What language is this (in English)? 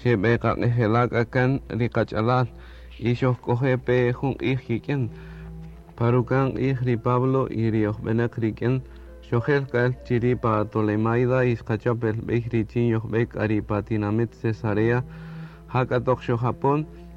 Kaqchikel